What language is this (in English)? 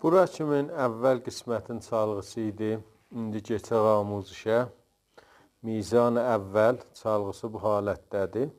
South Azerbaijani